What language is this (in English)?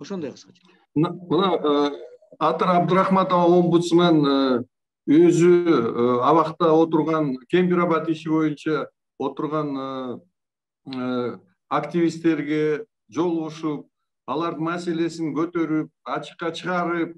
Kyrgyz